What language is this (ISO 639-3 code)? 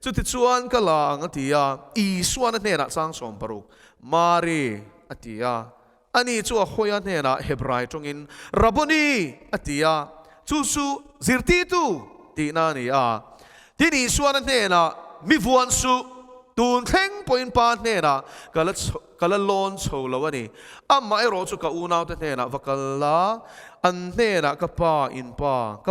lus